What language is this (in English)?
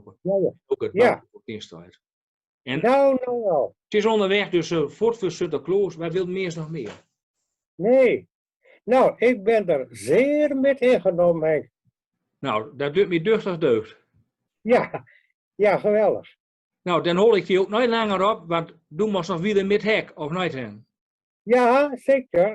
Gronings